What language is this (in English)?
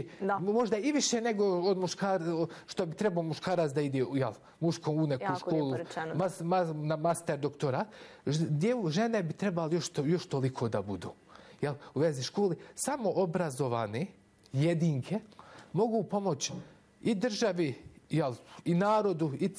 Bosnian